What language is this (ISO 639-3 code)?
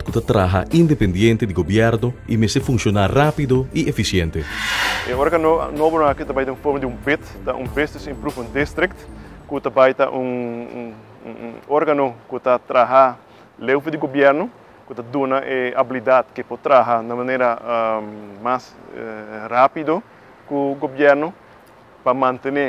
pap